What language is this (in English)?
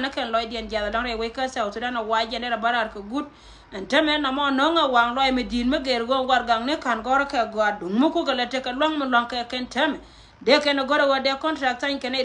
Nuer